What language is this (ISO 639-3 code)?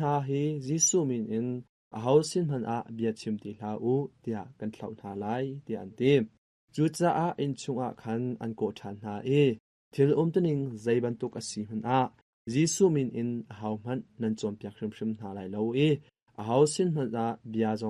cnh